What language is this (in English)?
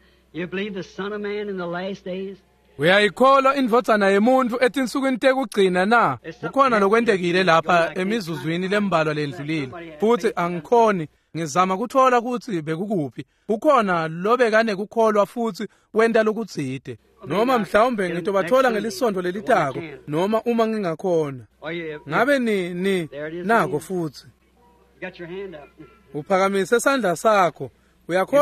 Swati